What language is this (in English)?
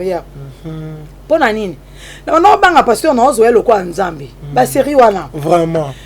Lingala